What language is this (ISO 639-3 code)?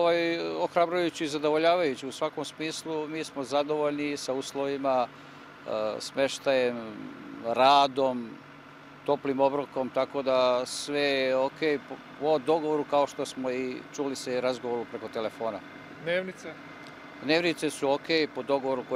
bos